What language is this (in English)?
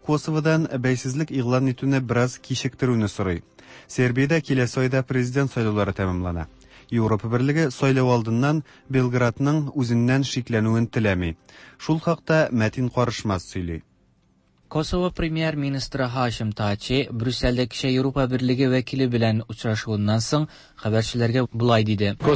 Tatar